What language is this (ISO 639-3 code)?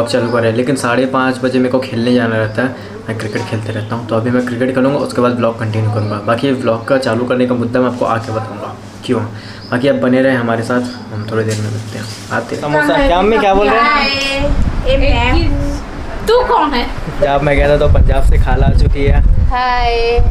hin